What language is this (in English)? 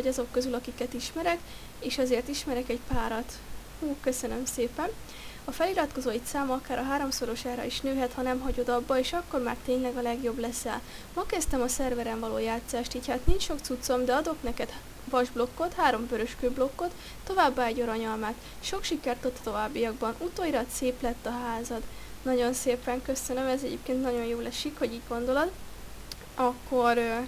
Hungarian